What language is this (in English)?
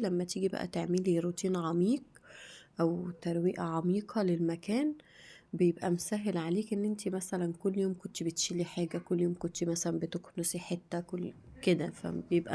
Egyptian Arabic